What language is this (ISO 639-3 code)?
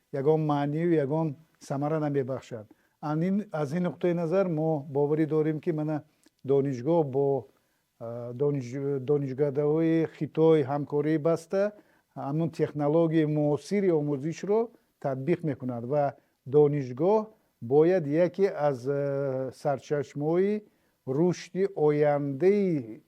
tgk